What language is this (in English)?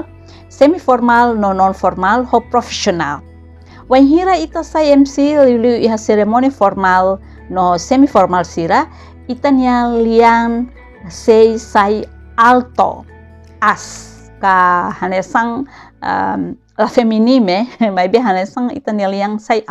Tetum